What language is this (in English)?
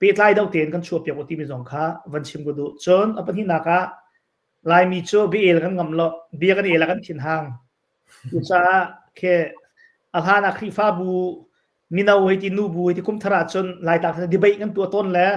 Hakha Chin